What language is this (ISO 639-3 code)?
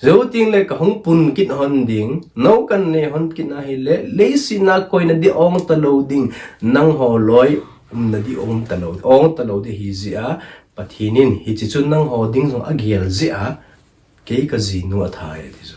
tcz